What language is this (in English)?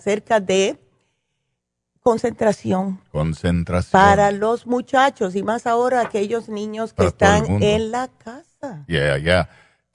Spanish